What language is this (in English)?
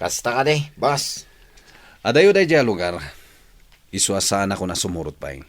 Iloko